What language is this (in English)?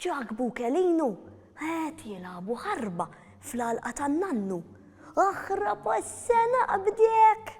Maltese